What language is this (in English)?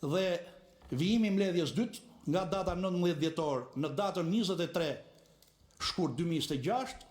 Albanian